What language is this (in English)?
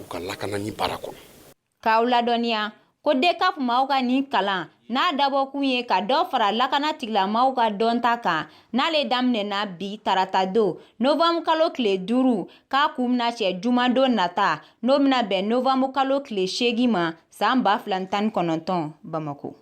Bambara